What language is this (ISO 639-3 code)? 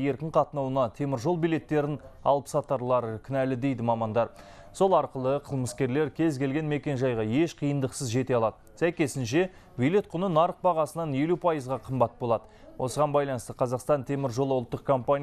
kaz